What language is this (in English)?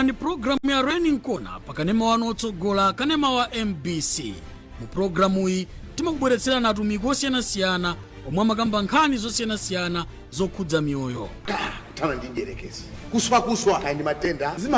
Nyanja